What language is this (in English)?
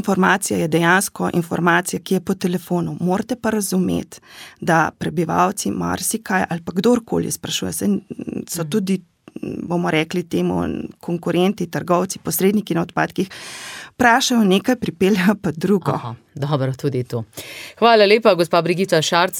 Slovenian